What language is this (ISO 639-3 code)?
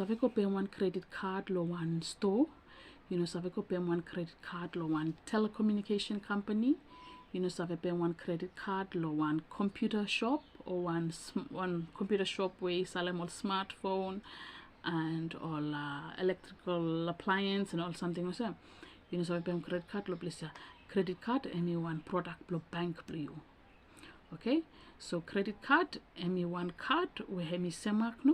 bis